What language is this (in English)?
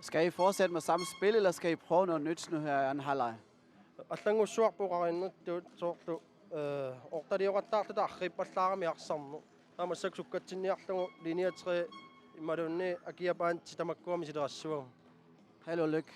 Kalaallisut